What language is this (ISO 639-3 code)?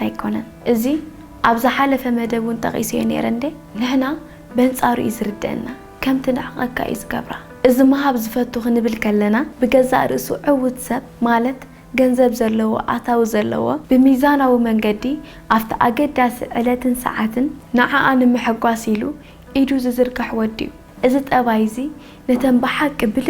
tir